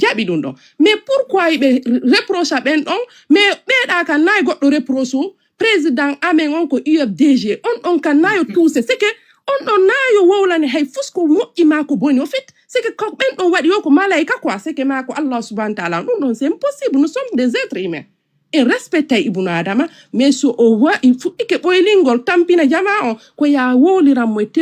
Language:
Fula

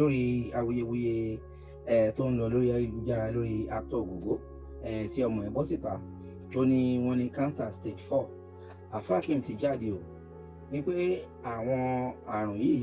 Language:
Yoruba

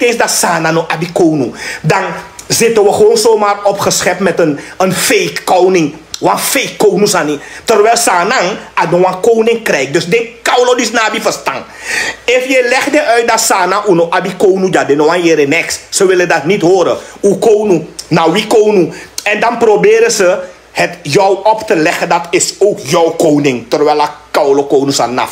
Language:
Sranan Tongo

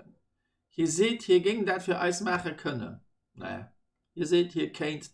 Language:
Luxembourgish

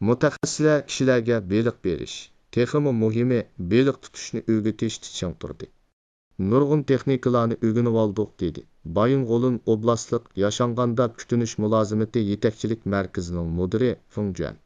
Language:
Uyghur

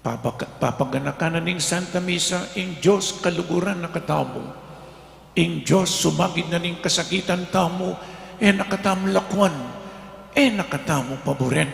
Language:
Pampanga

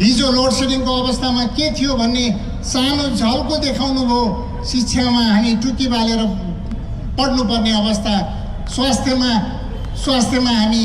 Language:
Nepali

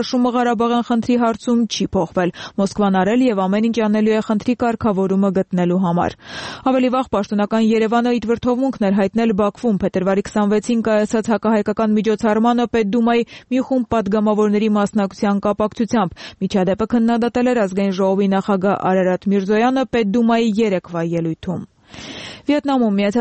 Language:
Armenian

